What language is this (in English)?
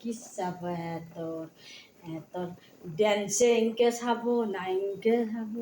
Assamese